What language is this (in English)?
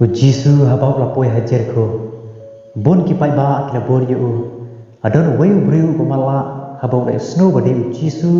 Khasi